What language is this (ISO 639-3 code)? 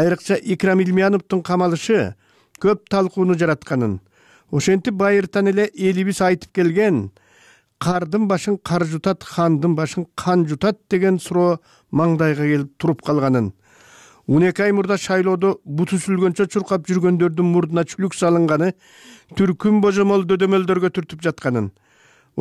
kir